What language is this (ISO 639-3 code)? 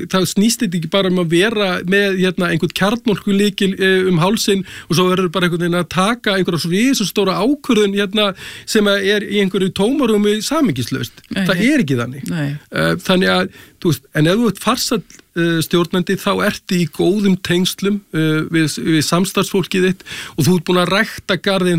isl